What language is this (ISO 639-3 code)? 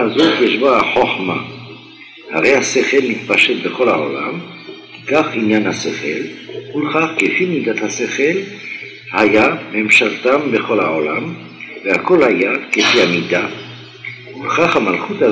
heb